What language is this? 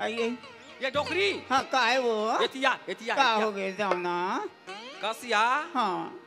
Chhattisgarhi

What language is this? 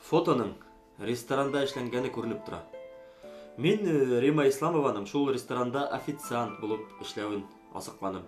Bashkir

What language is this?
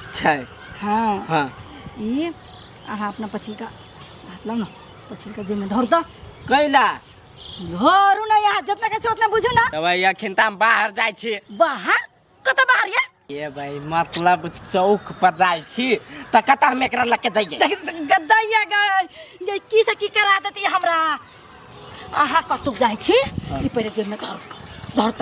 Maithili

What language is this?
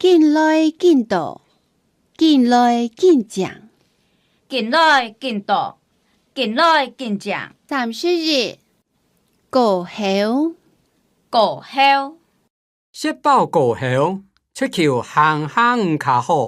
Hakka Chinese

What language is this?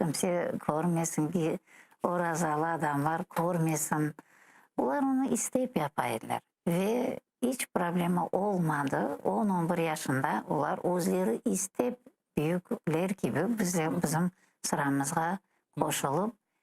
Crimean Tatar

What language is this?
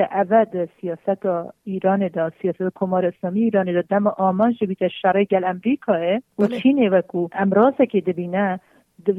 Kurdish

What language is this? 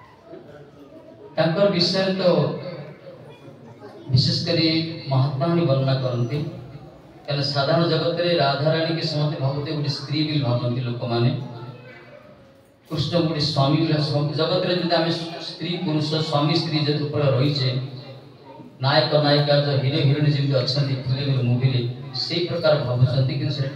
Odia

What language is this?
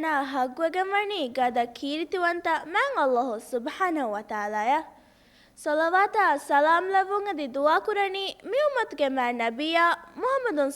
Divehi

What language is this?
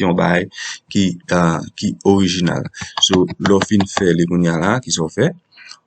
Haitian Creole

